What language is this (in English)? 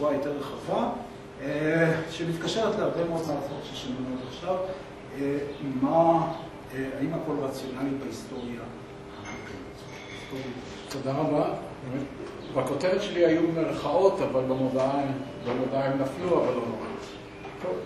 Hebrew